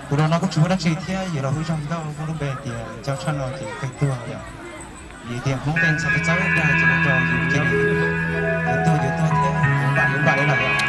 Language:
Hmong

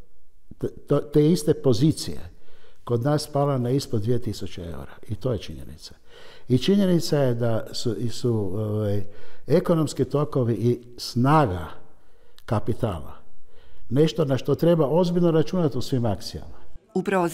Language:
Croatian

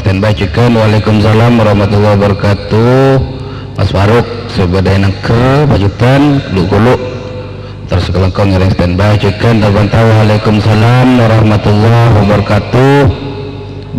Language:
Madurese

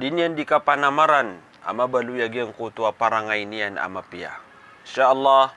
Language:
Maranao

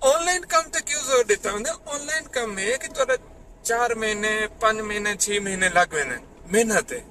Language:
Saraiki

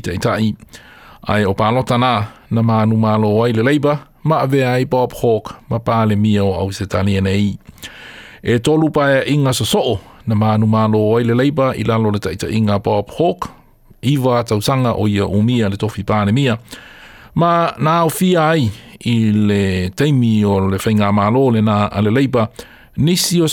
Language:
Samoan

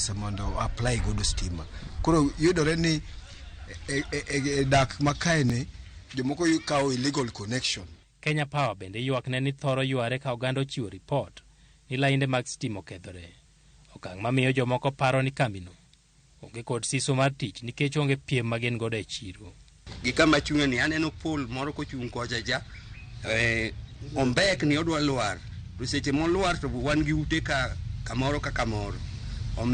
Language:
Luo (Kenya and Tanzania)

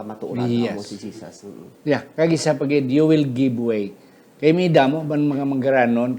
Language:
Hiligaynon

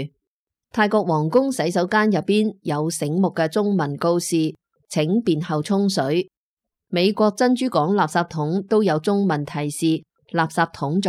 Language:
Cantonese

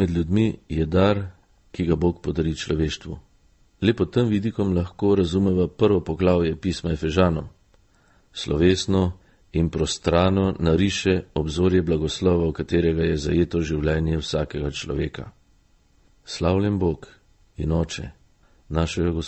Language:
Slovenian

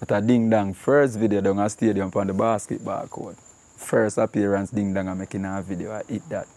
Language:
Jamaican Creole English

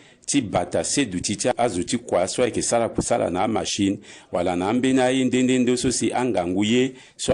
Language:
Sango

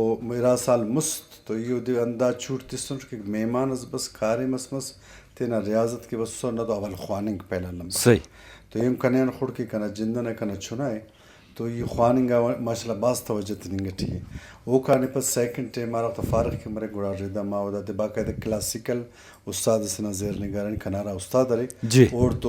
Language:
Brahui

